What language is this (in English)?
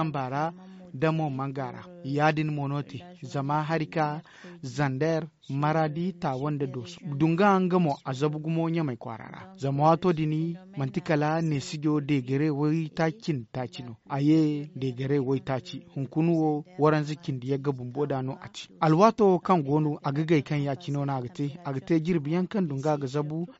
Zarma